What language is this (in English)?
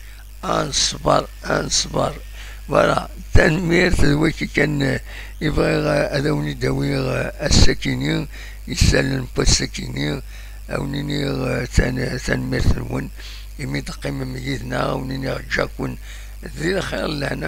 Kabyle